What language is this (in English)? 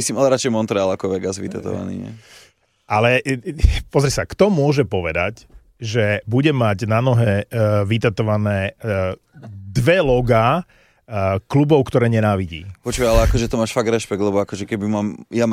Slovak